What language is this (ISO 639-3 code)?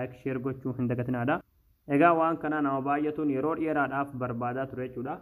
orm